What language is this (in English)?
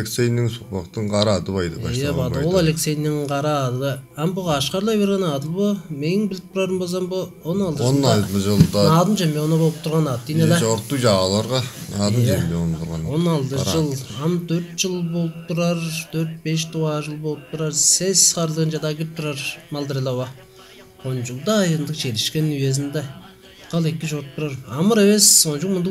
Tuvinian